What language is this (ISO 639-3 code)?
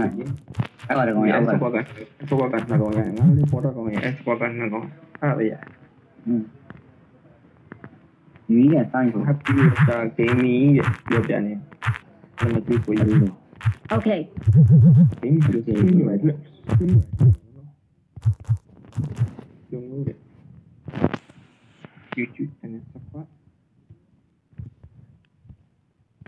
mya